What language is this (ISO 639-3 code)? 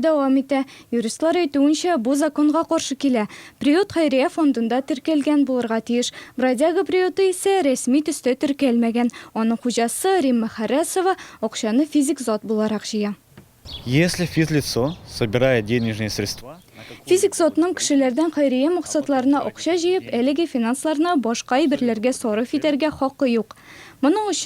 tat